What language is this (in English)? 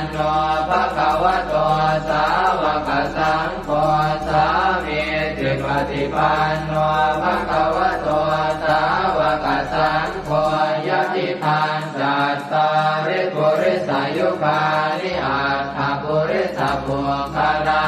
Pali